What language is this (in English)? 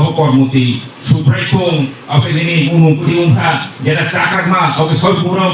Kok Borok